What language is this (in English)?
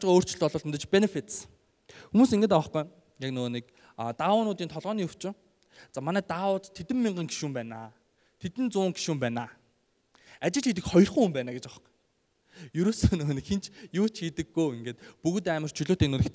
Mongolian